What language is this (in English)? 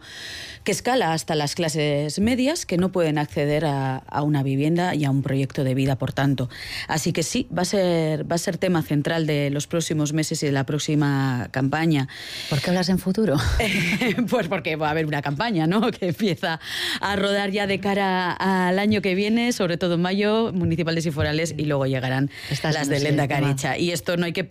Spanish